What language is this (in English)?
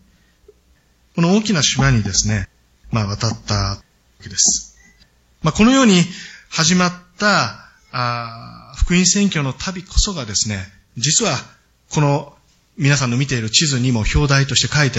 Japanese